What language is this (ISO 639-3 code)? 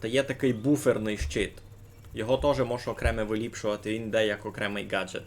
rue